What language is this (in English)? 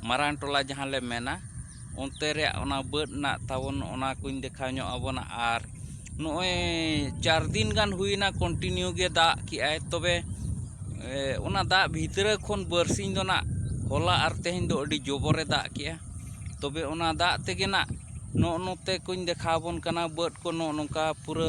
Santali